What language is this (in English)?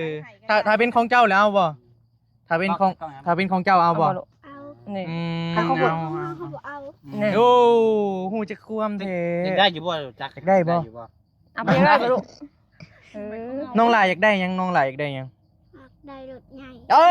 Northeastern Thai